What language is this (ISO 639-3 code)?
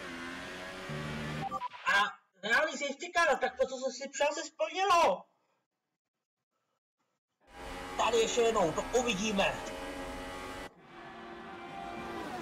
ces